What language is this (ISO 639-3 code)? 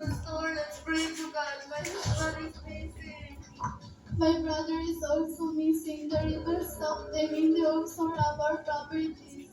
ceb